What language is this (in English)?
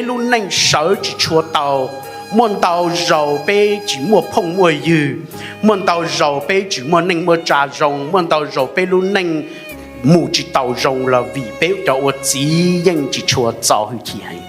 Hmong